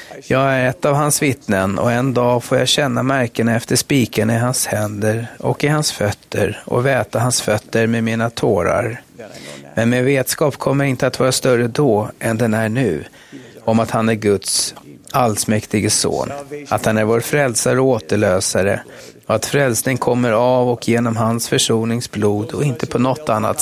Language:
Swedish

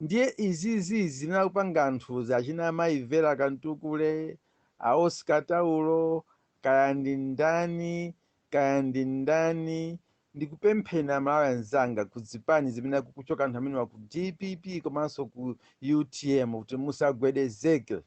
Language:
Nyanja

